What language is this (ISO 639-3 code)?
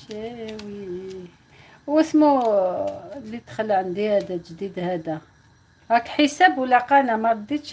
arq